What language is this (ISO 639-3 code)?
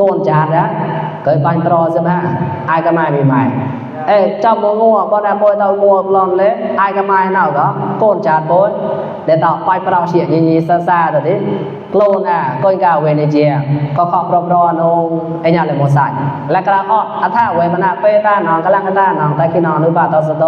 mnw